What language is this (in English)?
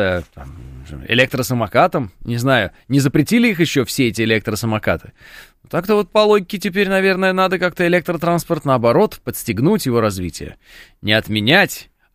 Russian